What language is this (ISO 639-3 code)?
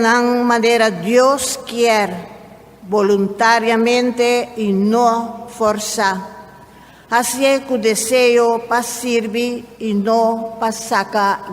pap